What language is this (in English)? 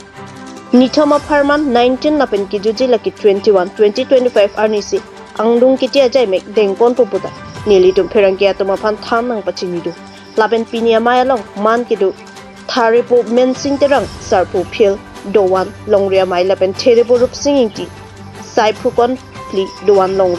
Karbi